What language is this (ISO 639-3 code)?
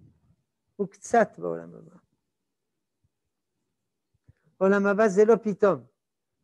heb